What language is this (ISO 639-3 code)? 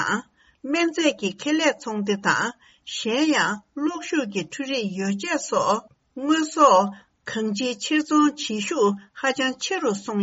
bod